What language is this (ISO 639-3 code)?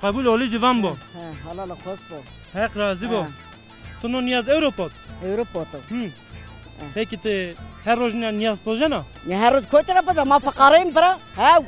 zza